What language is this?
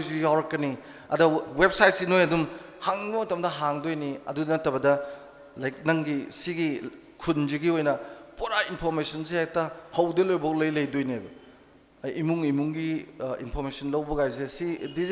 Manipuri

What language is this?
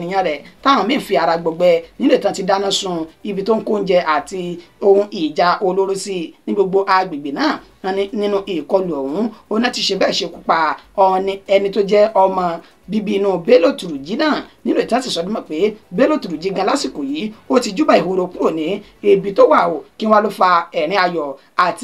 Yoruba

